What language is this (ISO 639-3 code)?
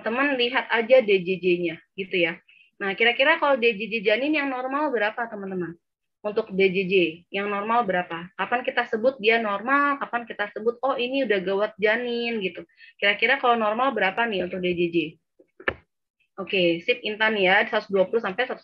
ind